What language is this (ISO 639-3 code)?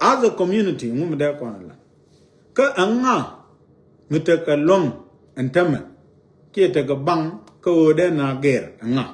nus